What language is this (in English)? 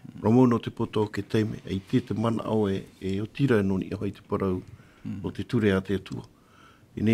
Tahitian